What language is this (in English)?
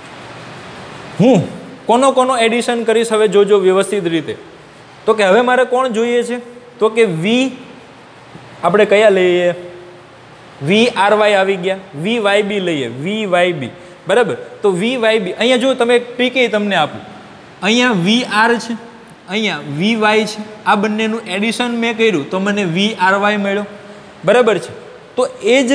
Gujarati